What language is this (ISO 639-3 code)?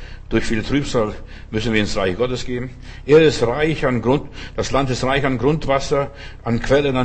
deu